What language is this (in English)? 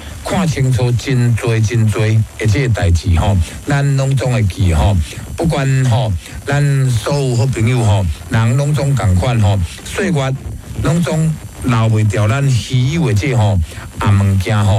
Min Nan Chinese